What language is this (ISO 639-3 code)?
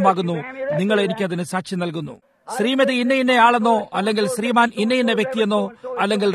mal